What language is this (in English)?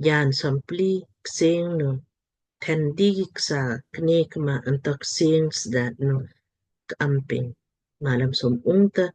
Lamkang